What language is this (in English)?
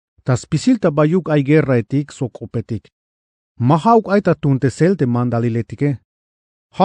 Tzeltal